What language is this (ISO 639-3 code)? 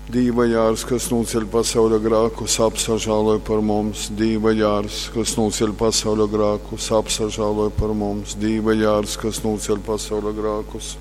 ltg